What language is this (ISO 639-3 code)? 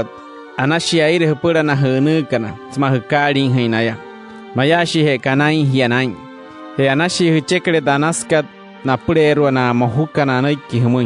guc